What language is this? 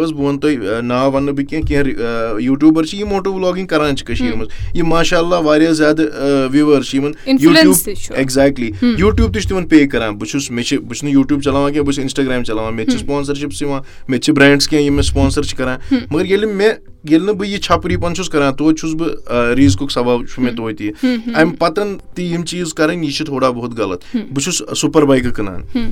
Kashmiri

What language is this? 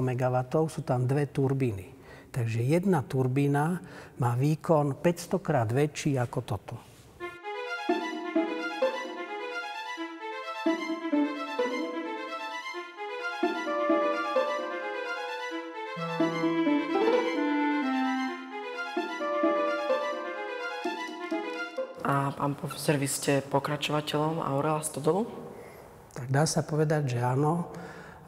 Slovak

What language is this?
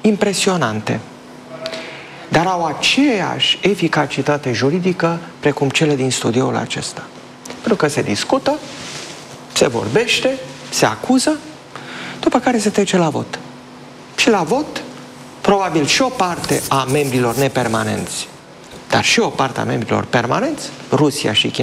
Romanian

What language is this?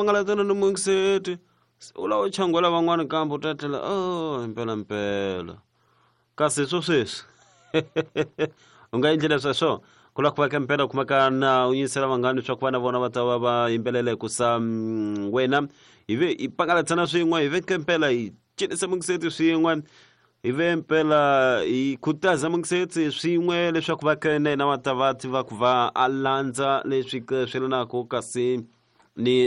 Tsonga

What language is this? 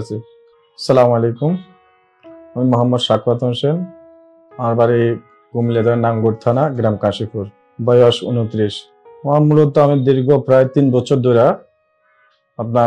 Bangla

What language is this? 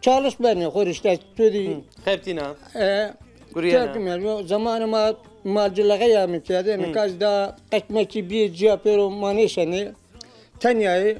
Zaza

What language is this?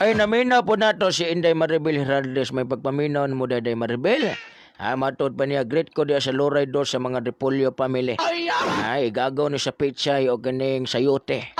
Cebuano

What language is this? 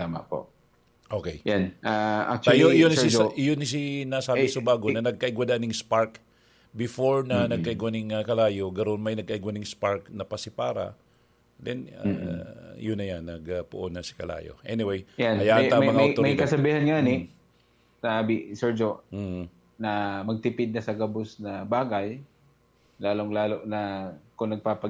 Bikol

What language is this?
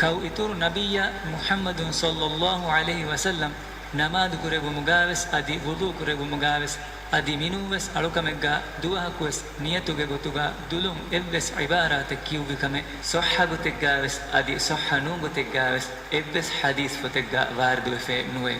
Divehi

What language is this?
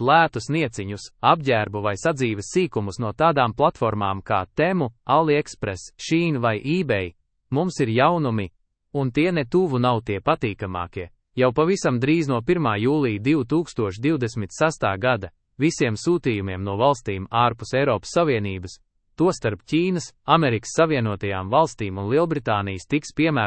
Latvian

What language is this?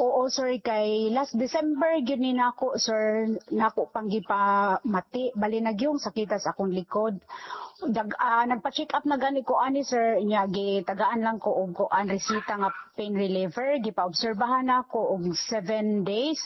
Cebuano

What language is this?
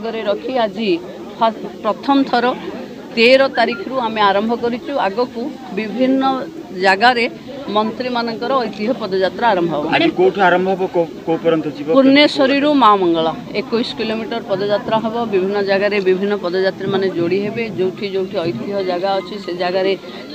Odia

